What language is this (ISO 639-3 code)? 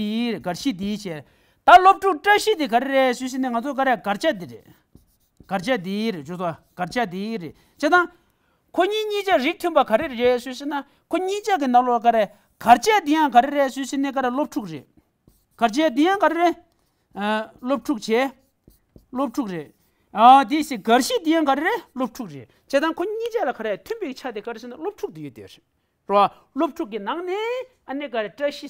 bod